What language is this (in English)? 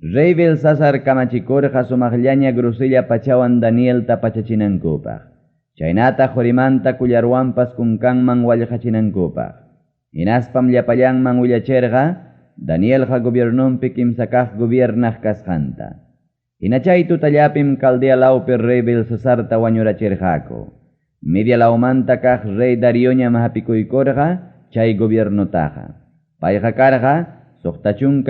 Ayacucho Quechua